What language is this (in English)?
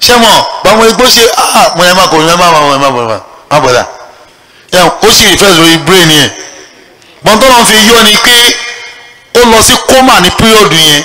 Yoruba